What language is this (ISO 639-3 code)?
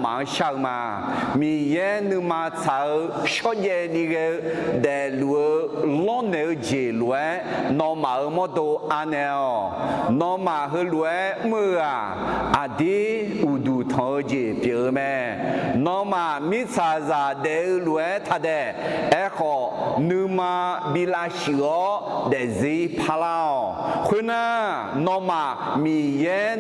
ahk